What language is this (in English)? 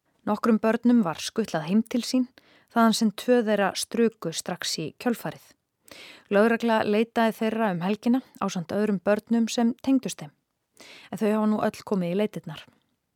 Icelandic